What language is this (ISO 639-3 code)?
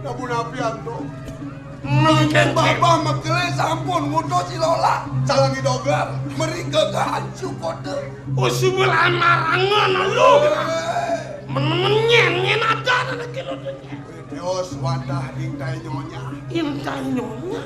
ban